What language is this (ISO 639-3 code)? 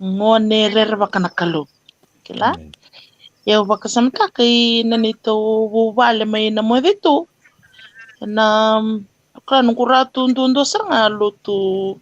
fij